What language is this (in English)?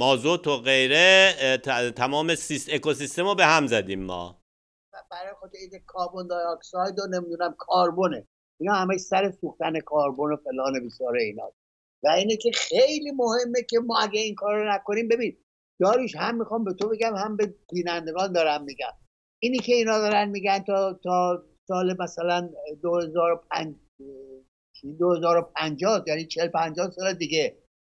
Persian